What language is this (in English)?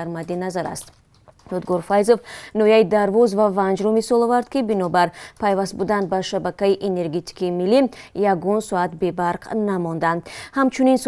Tajik